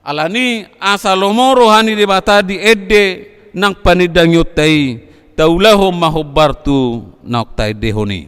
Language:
Batak Toba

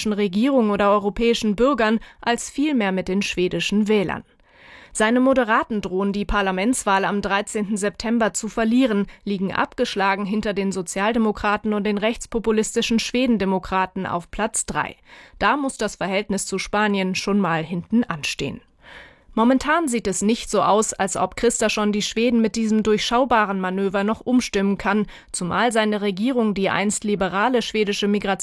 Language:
German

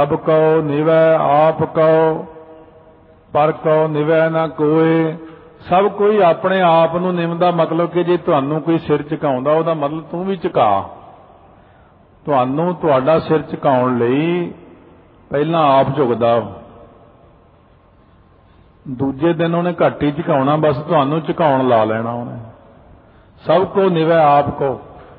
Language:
Punjabi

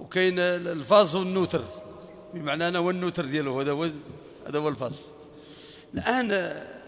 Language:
Moroccan Arabic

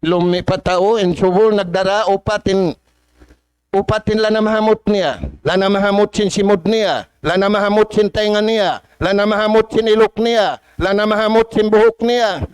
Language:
Tausug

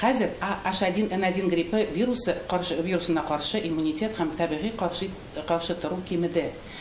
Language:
Tatar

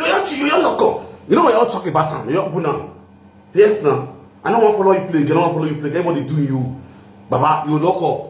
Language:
Nigerian Pidgin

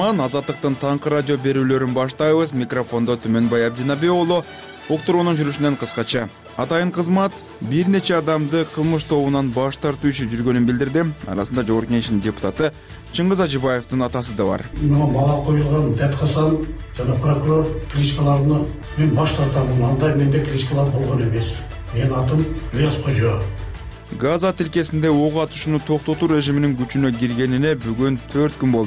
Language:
Kyrgyz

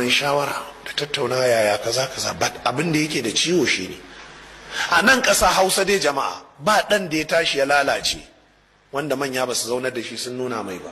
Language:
Hausa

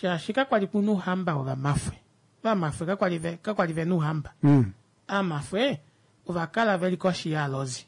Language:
Kuanyama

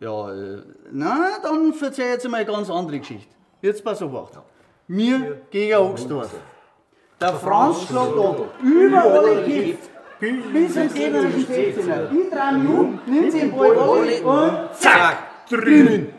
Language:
Bavarian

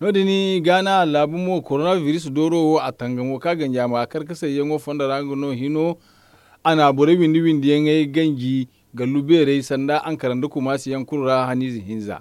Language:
Zarma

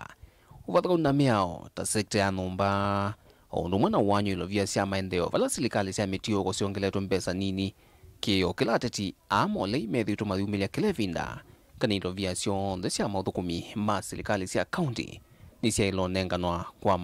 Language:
Kamba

